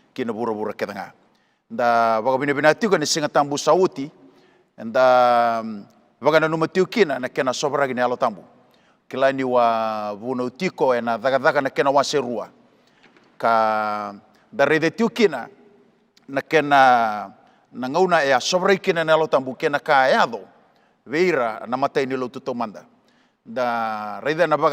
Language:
Fijian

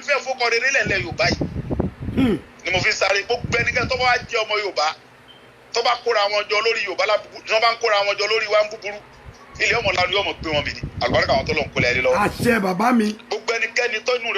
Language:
Yoruba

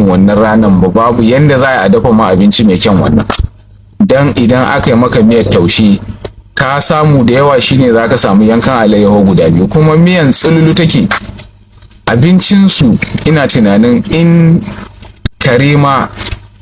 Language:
Hausa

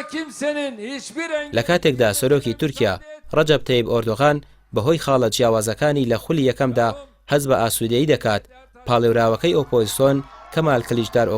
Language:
Central Kurdish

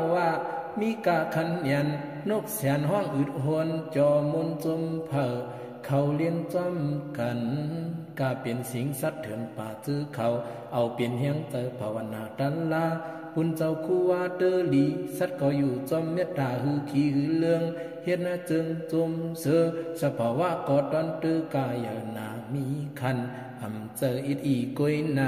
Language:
Shan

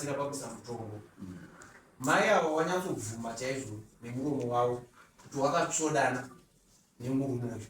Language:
Shona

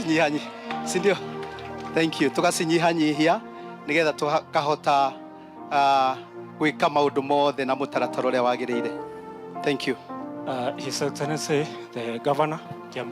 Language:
Kikuyu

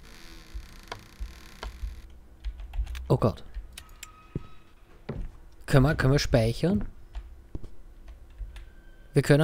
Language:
German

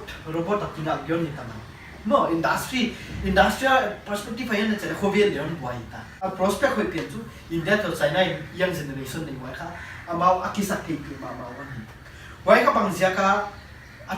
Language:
Paite Chin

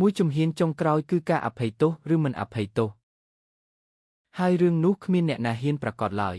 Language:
Khmer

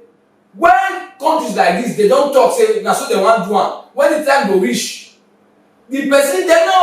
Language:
Nigerian Pidgin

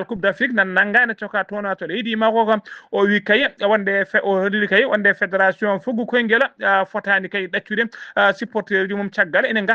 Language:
Fula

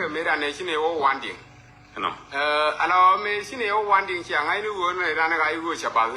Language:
Nuer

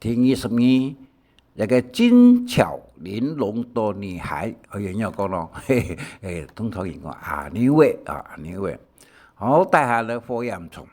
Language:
Hakka Chinese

